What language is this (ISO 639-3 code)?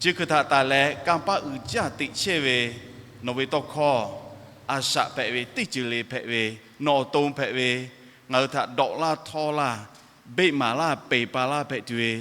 lhu